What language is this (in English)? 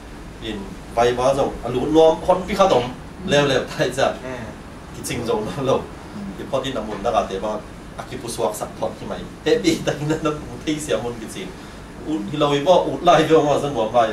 Tedim Chin